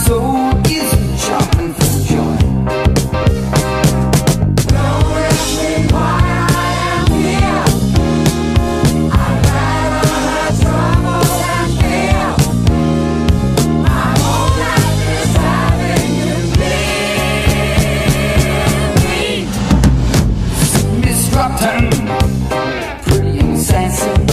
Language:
English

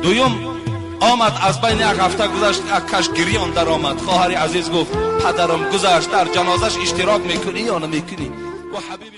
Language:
Tajik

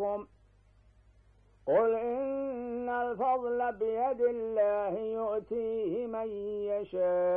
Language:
Arabic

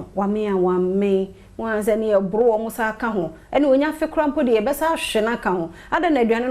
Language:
Akan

